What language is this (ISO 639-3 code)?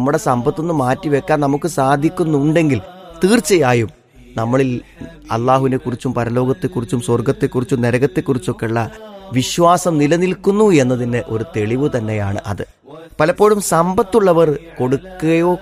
mal